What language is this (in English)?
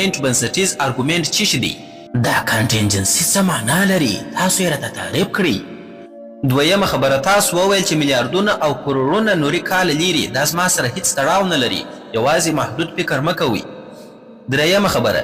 Pashto